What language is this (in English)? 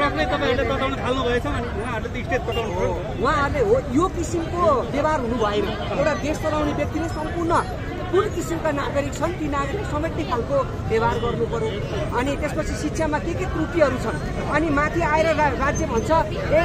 Nepali